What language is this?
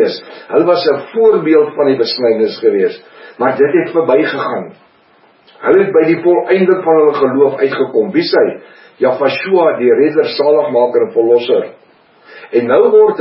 Afrikaans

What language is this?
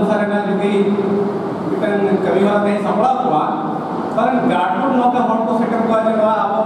Santali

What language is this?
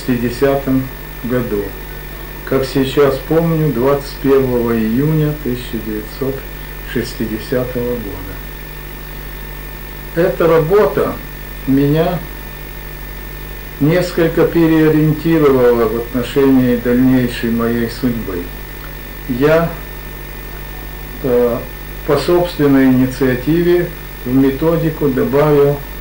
Russian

